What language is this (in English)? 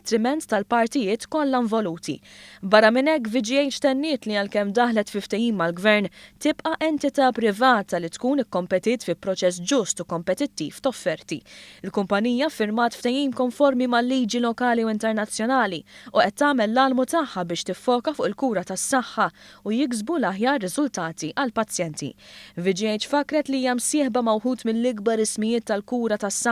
Maltese